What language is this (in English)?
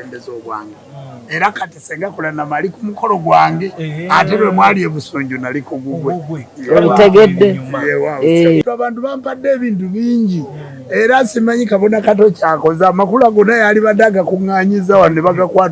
Ganda